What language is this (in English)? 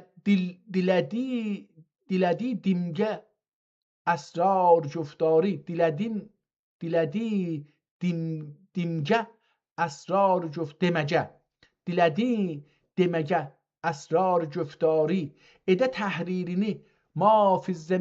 South Azerbaijani